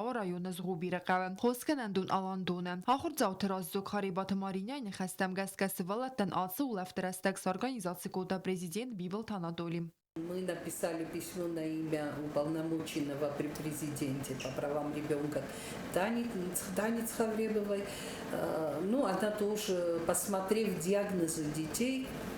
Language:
Ossetic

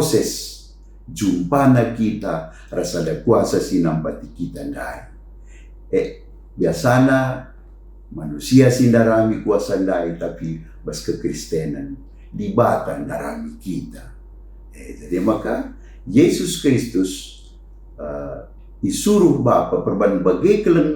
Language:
Batak Karo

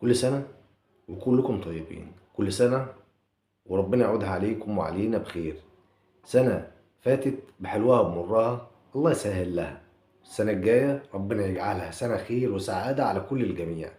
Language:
Egyptian Arabic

